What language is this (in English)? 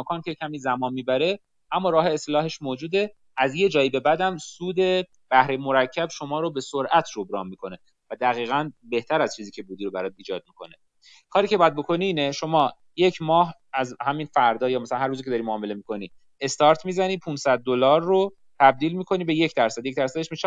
Persian